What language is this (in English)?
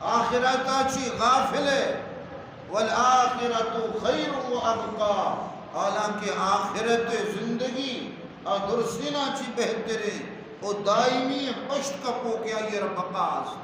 Eastern Balochi